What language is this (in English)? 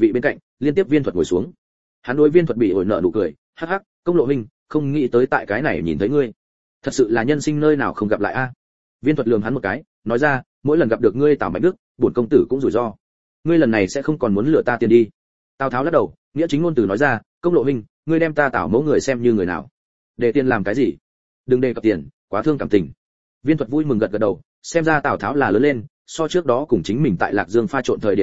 Vietnamese